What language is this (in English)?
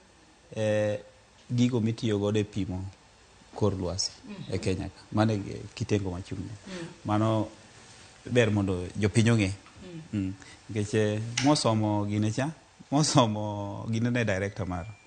Luo (Kenya and Tanzania)